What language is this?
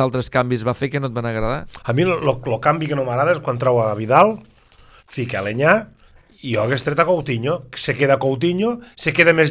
Catalan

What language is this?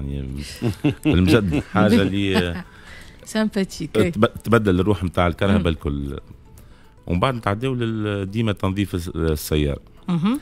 Tunisian Arabic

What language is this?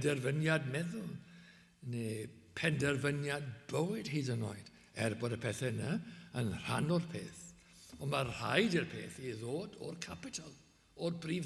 Welsh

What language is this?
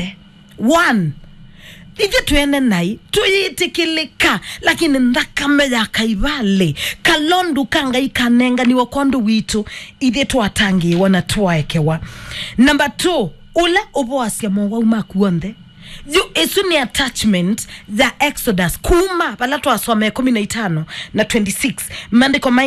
Kamba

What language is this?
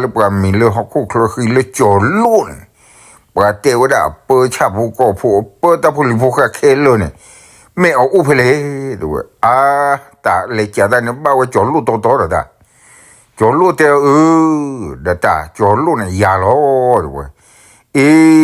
S'gaw Karen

